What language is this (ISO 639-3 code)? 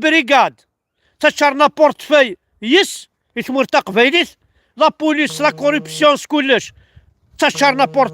kab